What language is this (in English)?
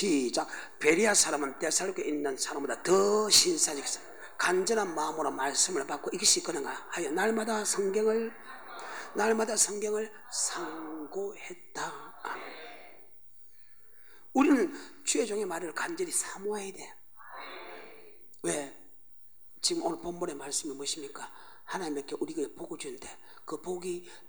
Korean